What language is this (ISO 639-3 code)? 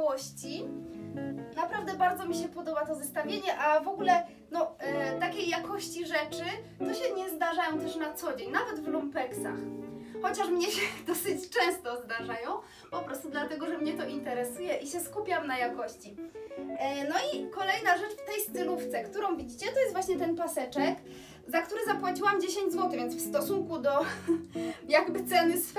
pol